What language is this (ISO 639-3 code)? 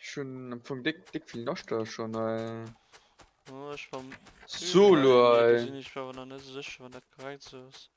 ltz